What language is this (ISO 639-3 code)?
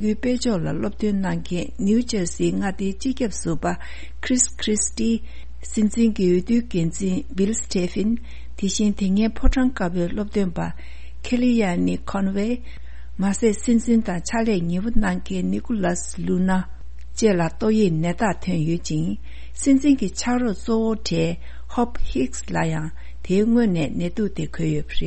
bod